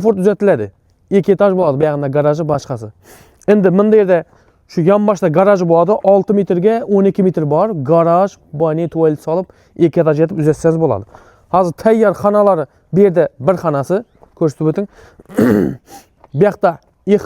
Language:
Uzbek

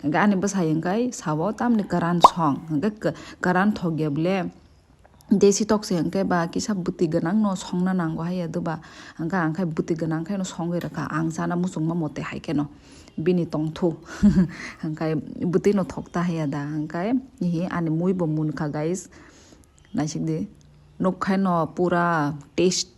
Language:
Kok Borok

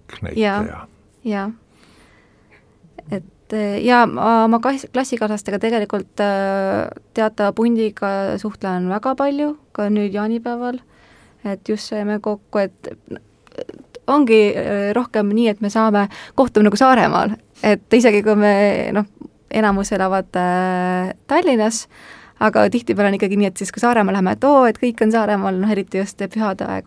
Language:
Estonian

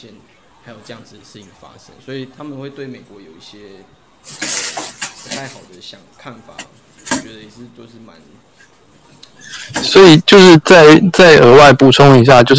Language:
Chinese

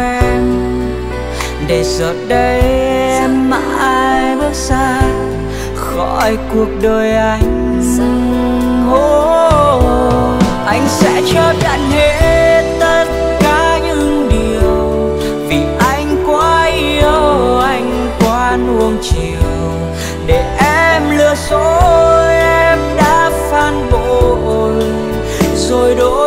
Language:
Vietnamese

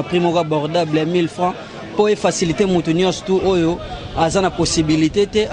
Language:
Lingala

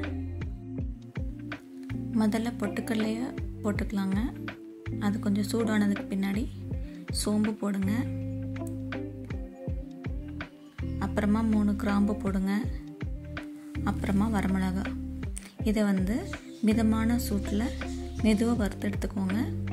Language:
Tamil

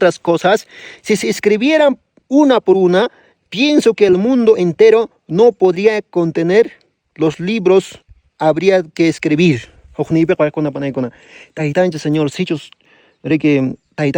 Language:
Quechua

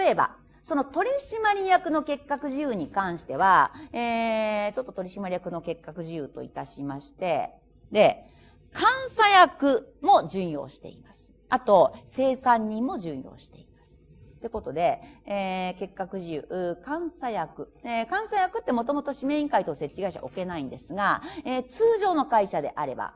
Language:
Japanese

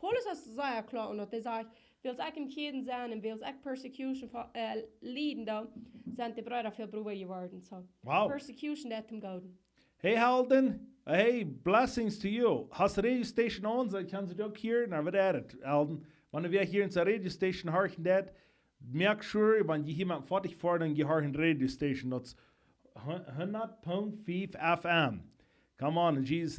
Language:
Plautdietsch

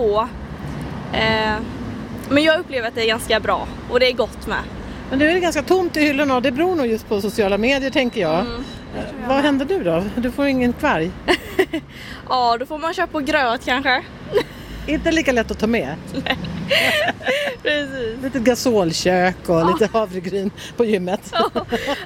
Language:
Swedish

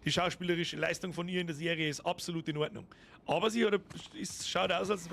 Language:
Bavarian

